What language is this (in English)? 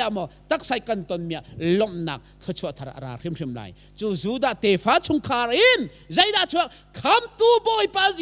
Hakha Chin